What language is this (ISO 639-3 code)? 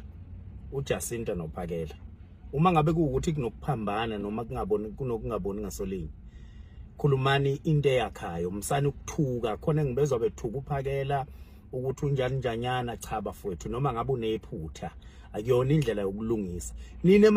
zul